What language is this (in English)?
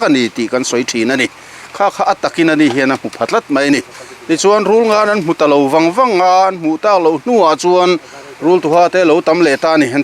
Mizo